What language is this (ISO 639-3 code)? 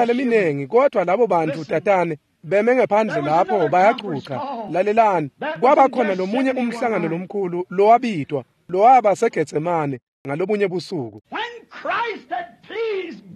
ssw